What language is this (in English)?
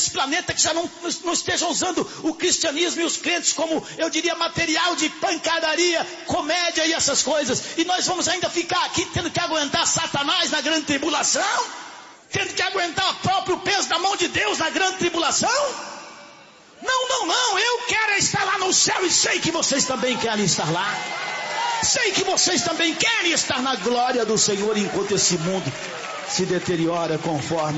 Portuguese